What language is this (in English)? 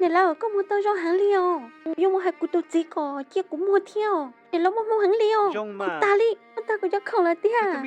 Hmong